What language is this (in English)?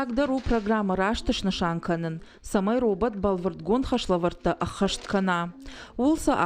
Ossetic